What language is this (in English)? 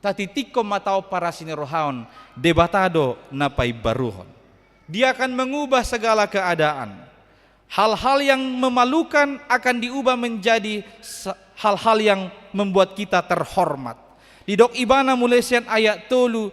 Batak Toba